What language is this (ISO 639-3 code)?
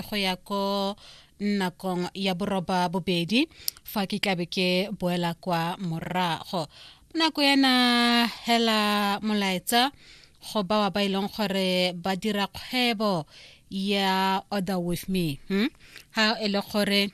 tsn